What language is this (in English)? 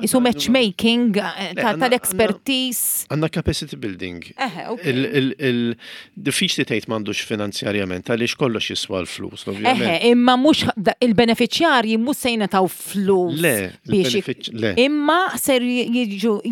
Maltese